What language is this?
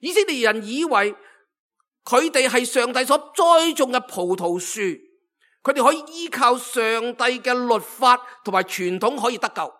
Cantonese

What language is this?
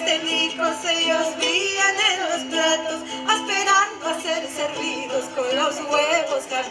Ladino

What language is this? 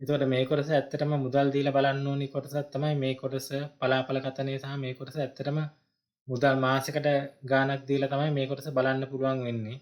Sinhala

